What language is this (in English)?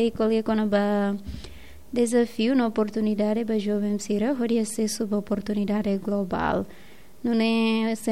Tetum